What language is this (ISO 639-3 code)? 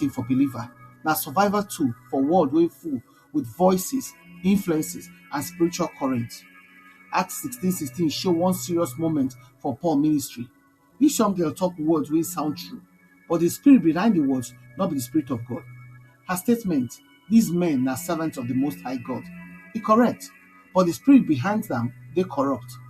pcm